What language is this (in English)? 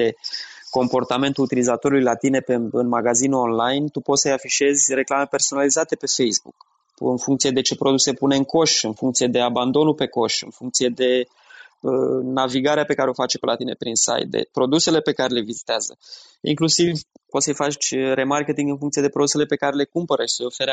Romanian